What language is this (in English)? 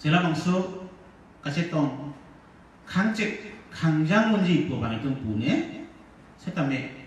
Karbi